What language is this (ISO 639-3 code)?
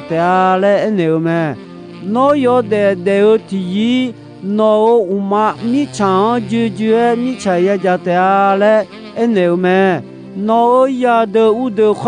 ahk